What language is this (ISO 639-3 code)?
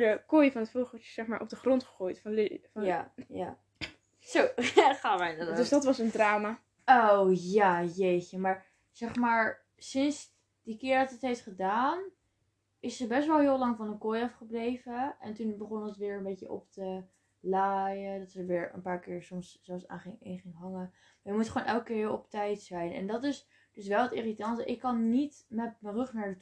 nld